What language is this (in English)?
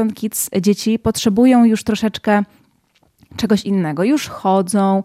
Polish